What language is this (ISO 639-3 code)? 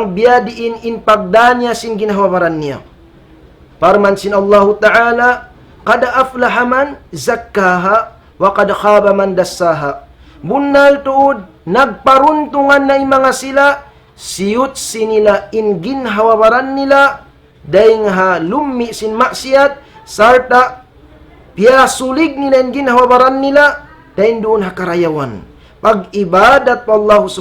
tsg